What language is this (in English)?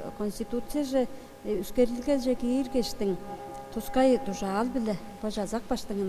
Tuvinian